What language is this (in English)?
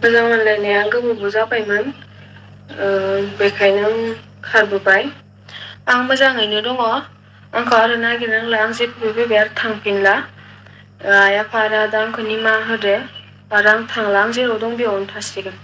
Bodo